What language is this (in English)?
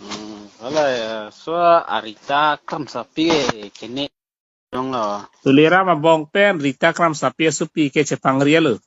Karbi